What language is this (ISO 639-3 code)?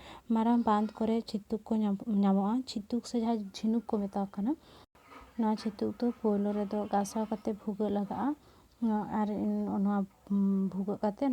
sat